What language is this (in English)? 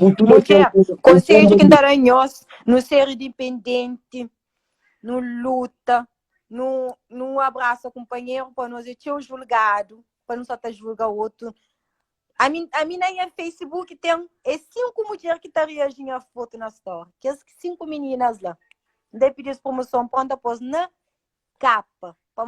Kabuverdianu